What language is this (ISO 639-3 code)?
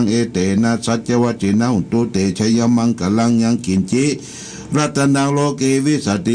pli